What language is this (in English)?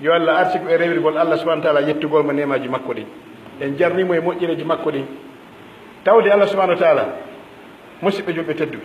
Pular